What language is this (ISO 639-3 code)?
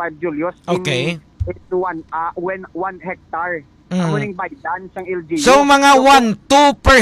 hil